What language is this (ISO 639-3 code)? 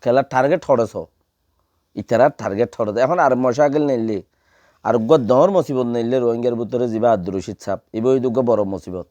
rhg